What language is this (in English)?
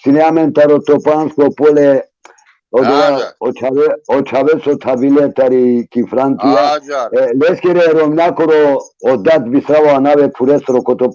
Balkan Romani